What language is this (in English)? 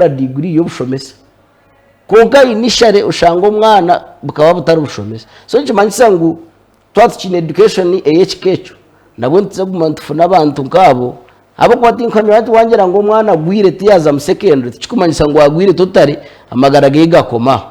Nyankole